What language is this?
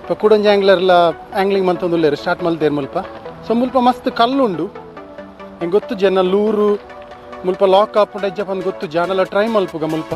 Tulu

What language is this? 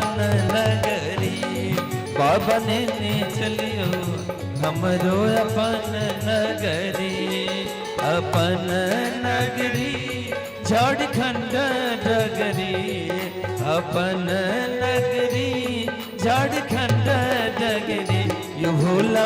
Maithili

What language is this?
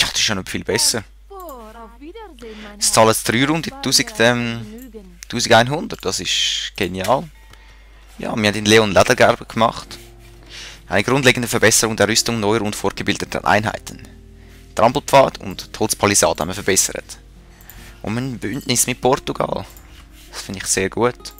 Swiss German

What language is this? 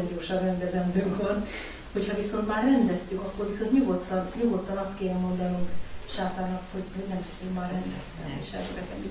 Hungarian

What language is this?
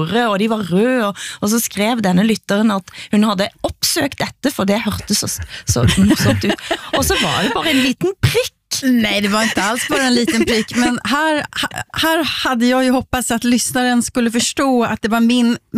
Swedish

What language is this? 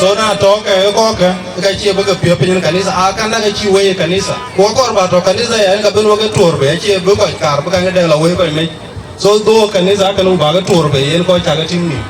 Dinka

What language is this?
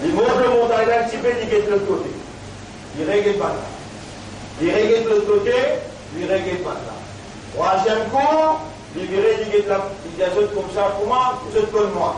Morisyen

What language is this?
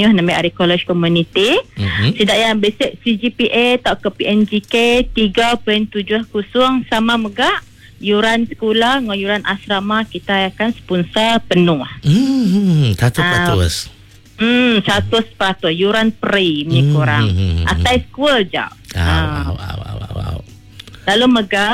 Iban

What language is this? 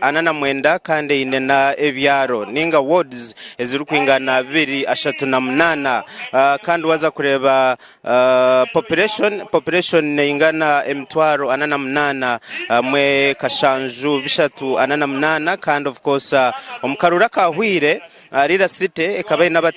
Nyankole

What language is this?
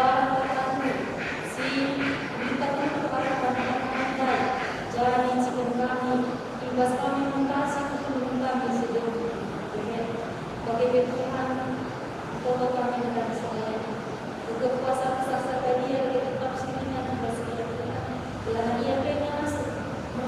Batak Karo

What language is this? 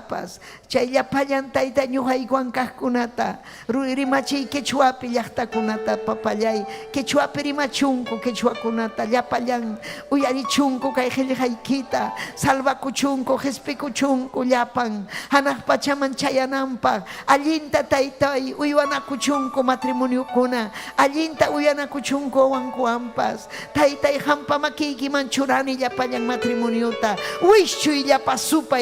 Ayacucho Quechua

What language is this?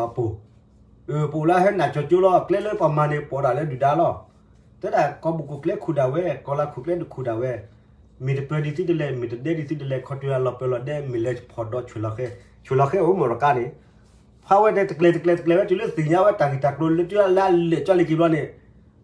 S'gaw Karen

